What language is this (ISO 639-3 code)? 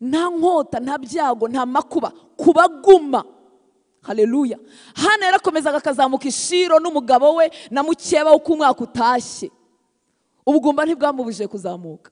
kin